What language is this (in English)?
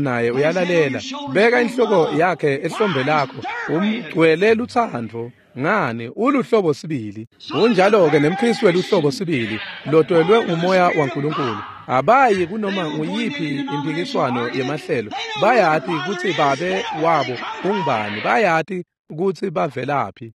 Swati